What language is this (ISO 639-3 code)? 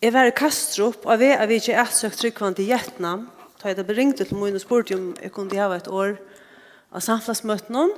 fao